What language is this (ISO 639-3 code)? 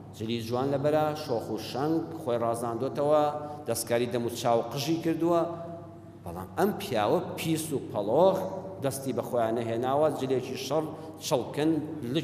ckb